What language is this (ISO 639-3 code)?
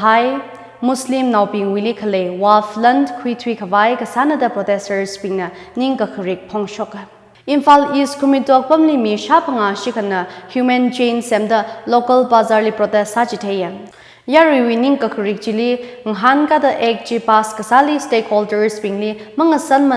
nmf